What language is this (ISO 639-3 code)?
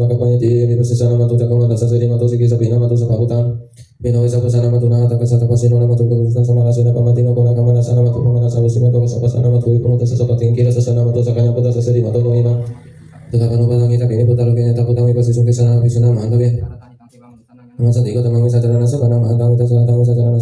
pli